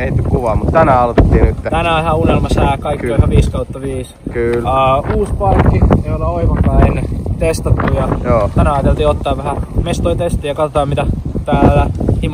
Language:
Finnish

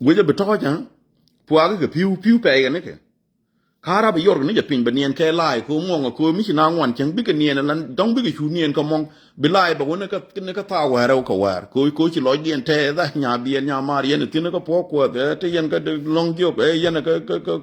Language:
Nuer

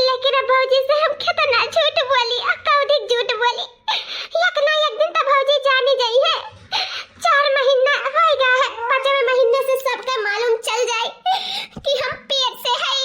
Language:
Awadhi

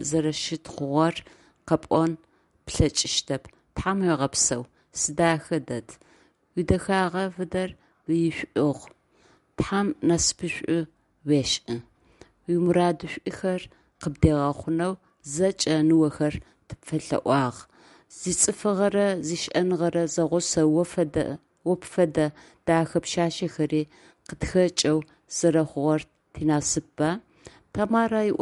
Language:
Adyghe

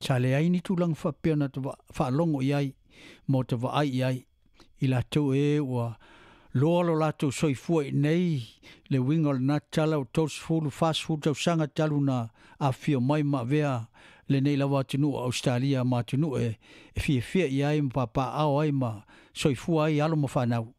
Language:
Samoan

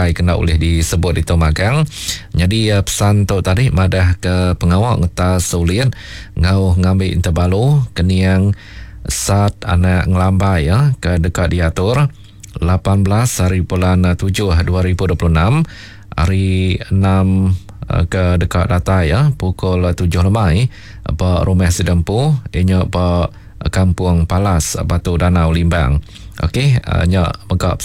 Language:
Iban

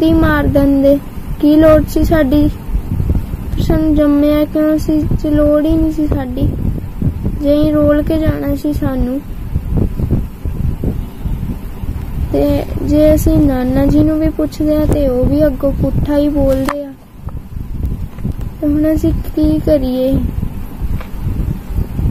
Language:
Punjabi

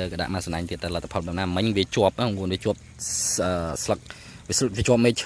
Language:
Khmer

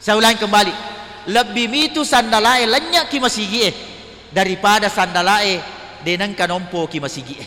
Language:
Buginese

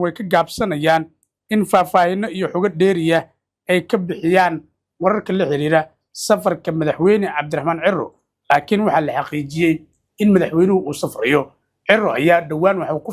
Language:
Somali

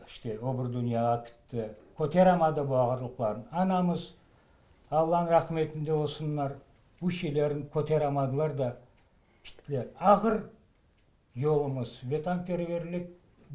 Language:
Crimean Tatar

